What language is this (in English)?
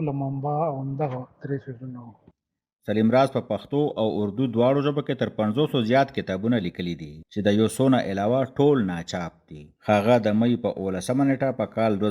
Pashto